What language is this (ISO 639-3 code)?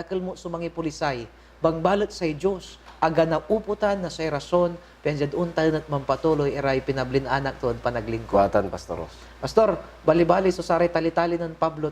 pag